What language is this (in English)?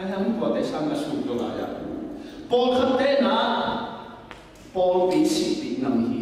Tedim Chin